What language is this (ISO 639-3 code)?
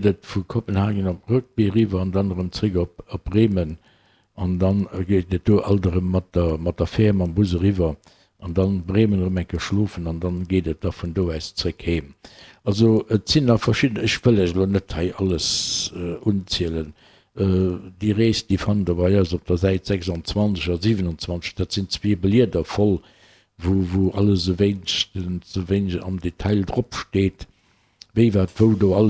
ltz